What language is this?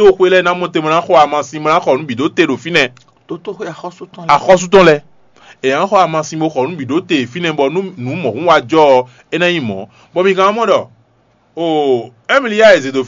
Fon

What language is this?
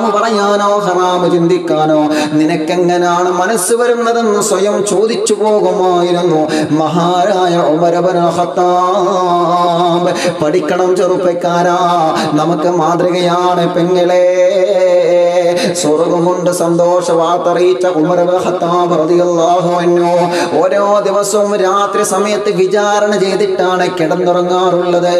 Malayalam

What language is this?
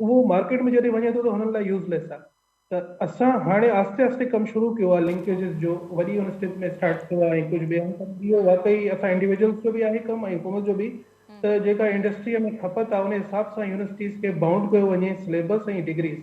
Sindhi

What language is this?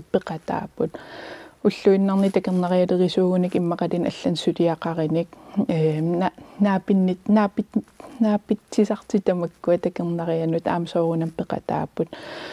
Kalaallisut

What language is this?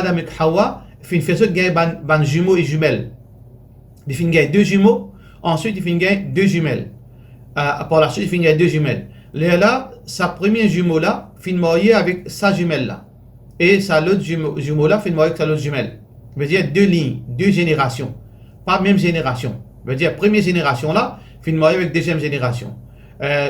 Morisyen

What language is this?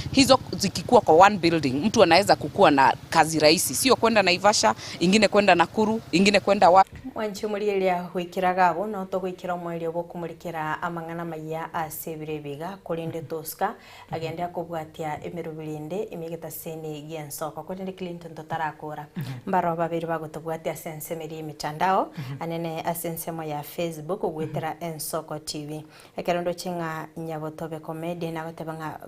Gusii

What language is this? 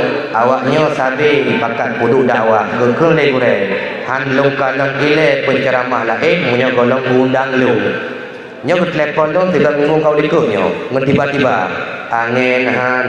Achinese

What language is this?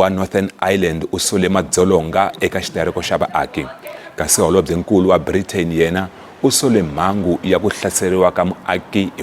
Tsonga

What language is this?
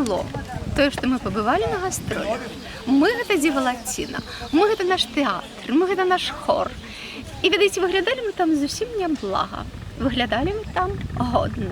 Belarusian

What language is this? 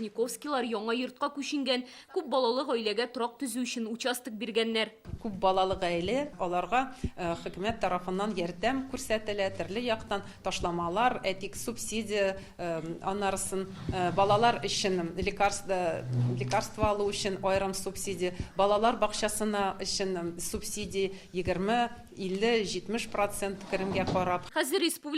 Tatar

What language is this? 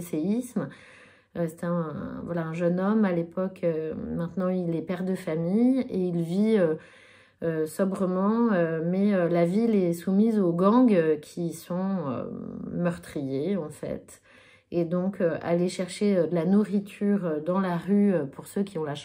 French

